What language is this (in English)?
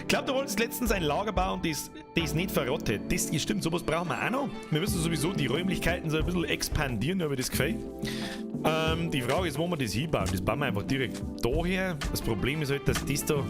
Bavarian